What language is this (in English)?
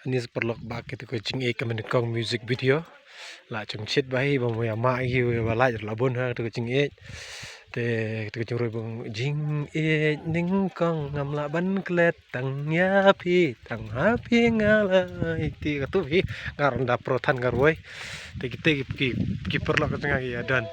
Khasi